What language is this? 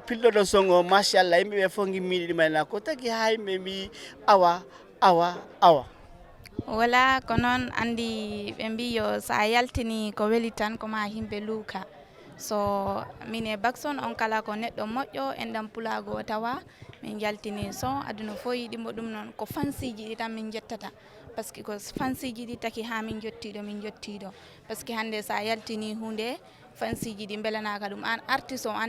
Fula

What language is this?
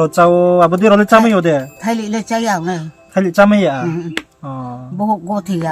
Riang (India)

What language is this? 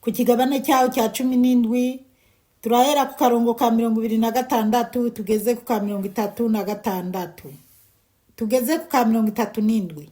Rundi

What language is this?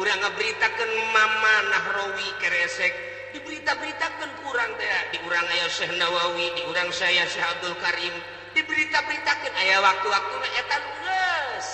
Sundanese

